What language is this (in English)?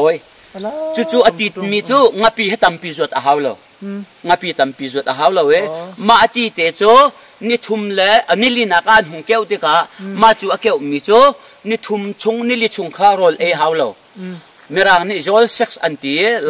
Hakha Chin